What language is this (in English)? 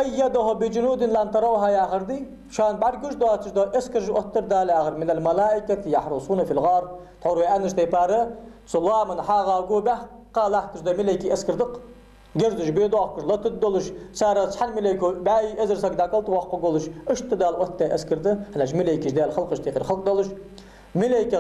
Ingush